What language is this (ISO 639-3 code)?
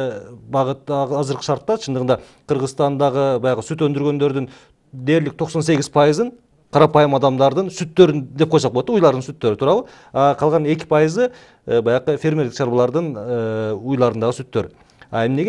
kir